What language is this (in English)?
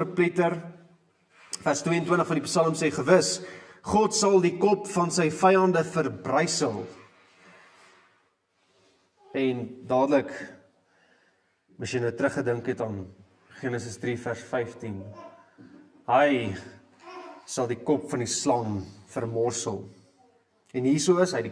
Afrikaans